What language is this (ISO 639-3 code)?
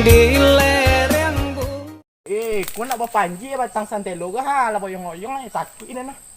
min